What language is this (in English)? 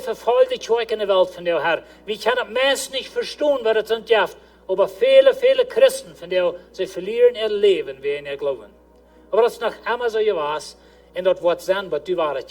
Plautdietsch